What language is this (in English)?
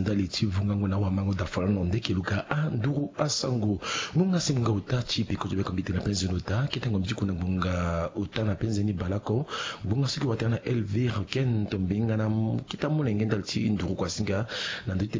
Sango